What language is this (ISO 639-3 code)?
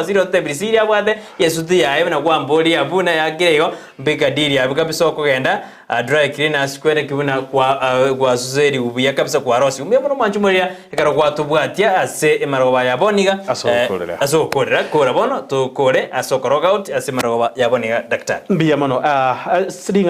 guz